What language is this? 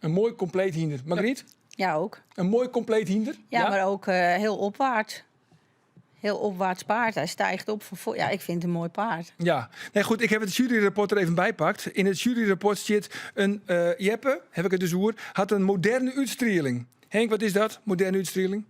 Western Frisian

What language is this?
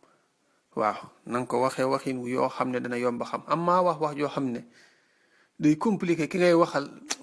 Wolof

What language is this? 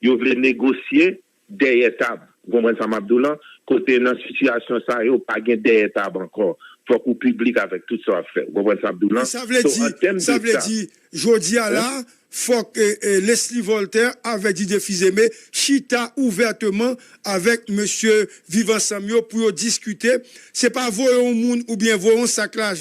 Haitian Creole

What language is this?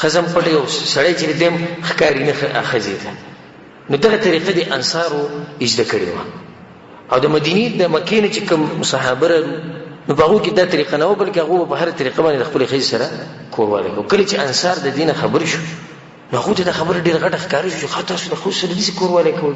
Pashto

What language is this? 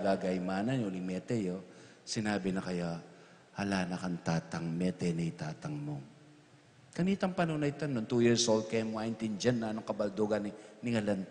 Pampanga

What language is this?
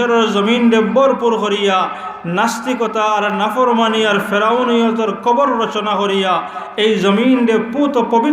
Sylheti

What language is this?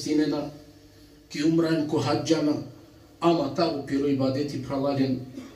Balkan Romani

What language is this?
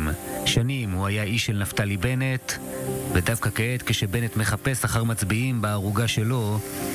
Hebrew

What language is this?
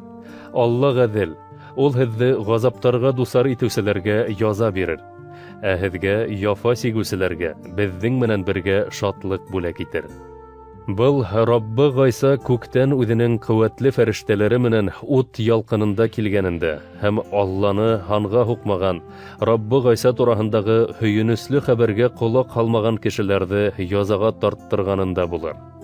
Bashkir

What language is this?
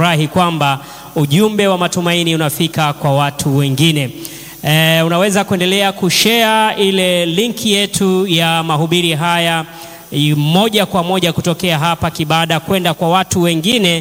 Swahili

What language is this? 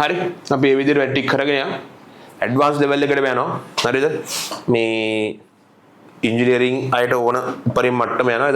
Sinhala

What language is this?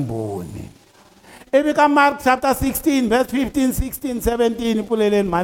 Tsonga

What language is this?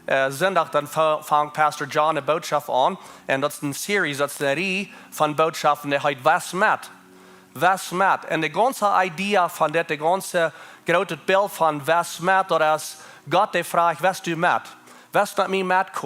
Plautdietsch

